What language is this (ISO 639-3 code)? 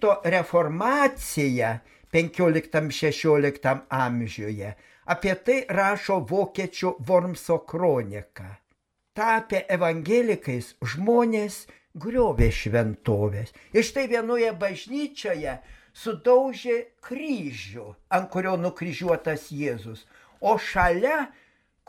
lit